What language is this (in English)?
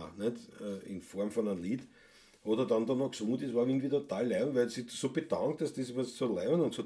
Bavarian